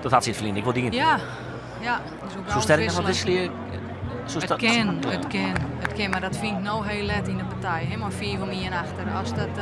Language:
Western Frisian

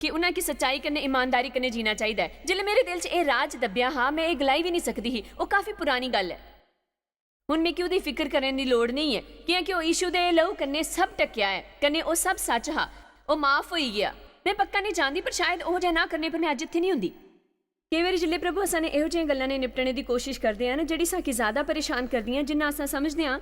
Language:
Dogri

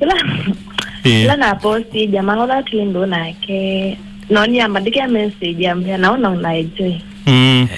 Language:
Kamba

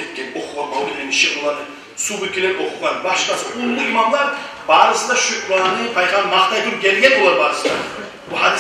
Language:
Kumyk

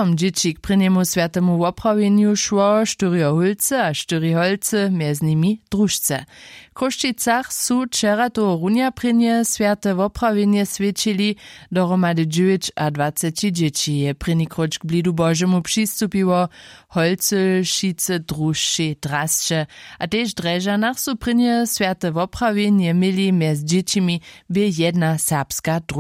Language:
Upper Sorbian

